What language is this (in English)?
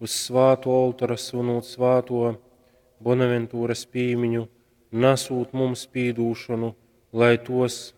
Latgalian